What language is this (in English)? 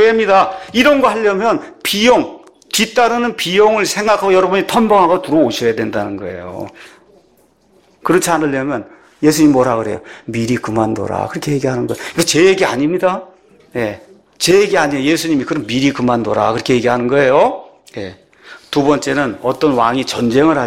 Korean